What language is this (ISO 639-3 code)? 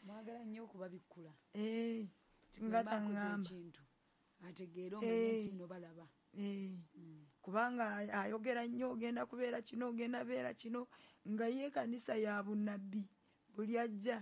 lug